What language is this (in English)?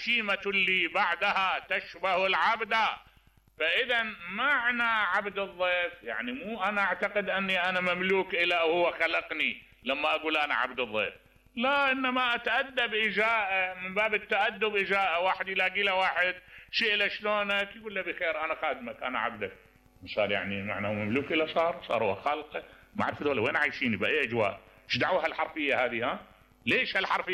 Mesopotamian Arabic